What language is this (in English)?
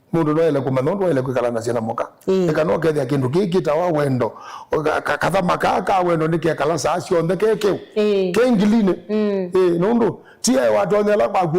Kamba